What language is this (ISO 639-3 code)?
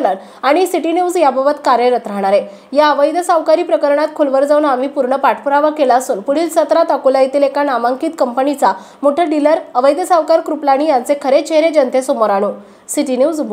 mar